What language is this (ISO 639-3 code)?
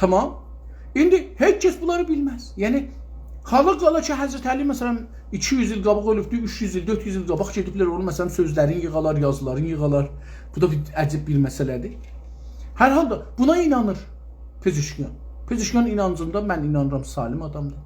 azb